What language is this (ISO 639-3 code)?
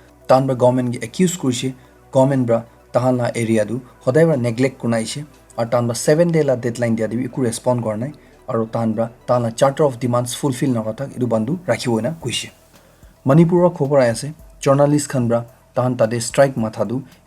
nag